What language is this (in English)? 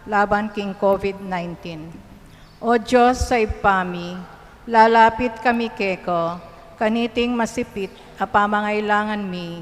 Pampanga